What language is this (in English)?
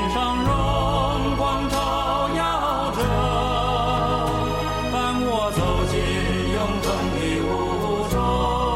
Chinese